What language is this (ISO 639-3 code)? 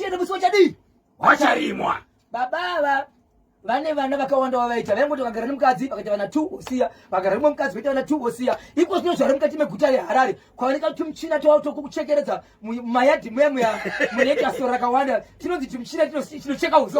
sna